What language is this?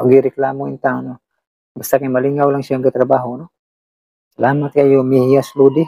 Cebuano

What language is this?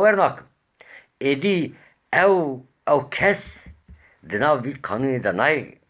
Kurdish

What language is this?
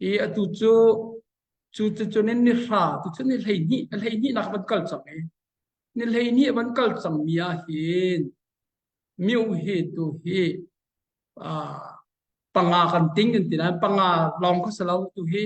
Hakha Chin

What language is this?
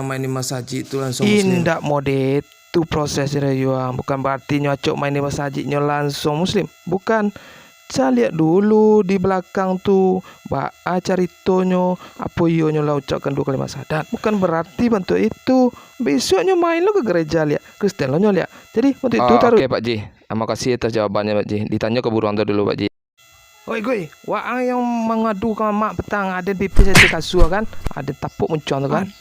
Minangkabau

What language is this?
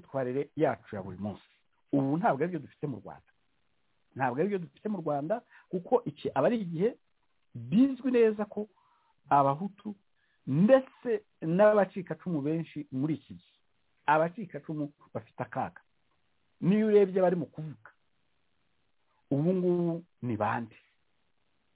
Kinyarwanda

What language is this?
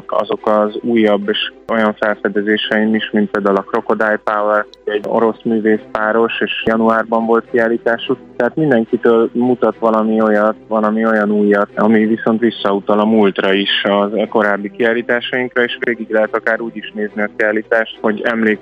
Hungarian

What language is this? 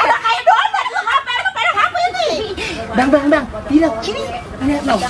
Betawi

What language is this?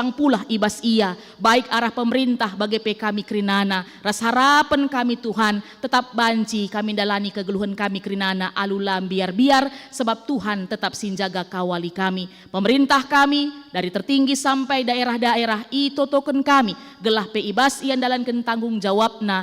Batak Karo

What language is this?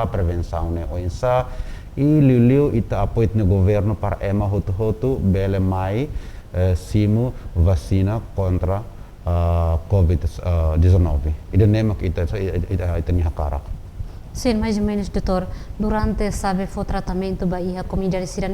Tetum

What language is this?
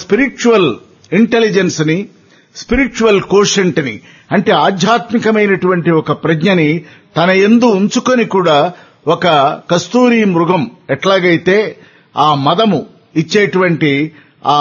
Telugu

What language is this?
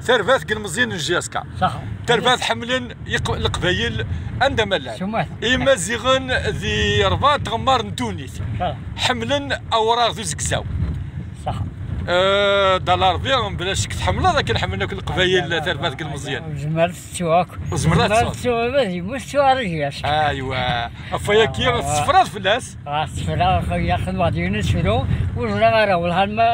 Kabyle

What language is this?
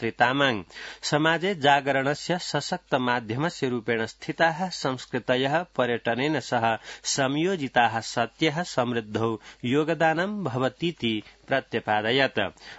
Sanskrit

